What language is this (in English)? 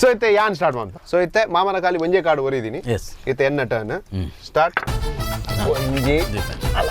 Tulu